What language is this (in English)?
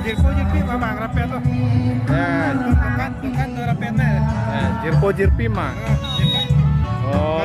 Karbi